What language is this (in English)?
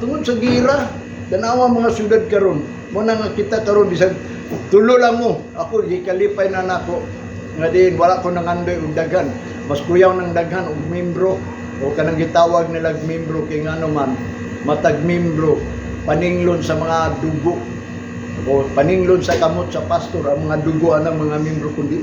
Cebuano